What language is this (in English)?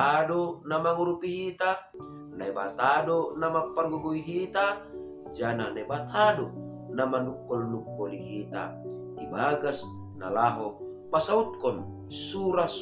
Batak Simalungun